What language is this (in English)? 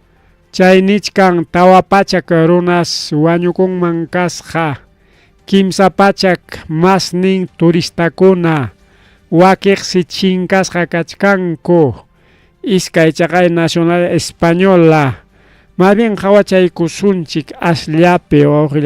Ayacucho Quechua